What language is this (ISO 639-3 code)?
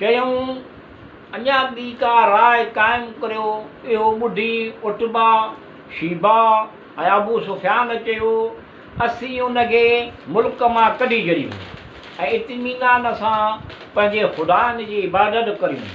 snd